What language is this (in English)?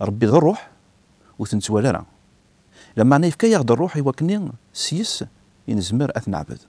Kabyle